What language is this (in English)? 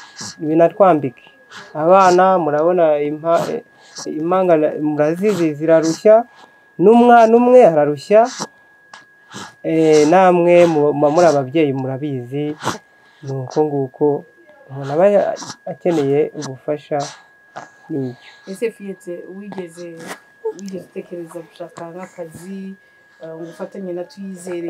Kinyarwanda